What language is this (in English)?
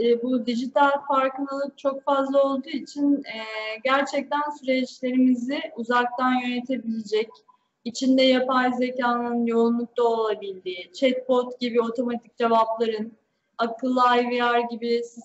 Turkish